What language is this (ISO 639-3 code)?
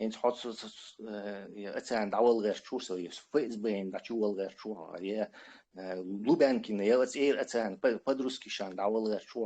che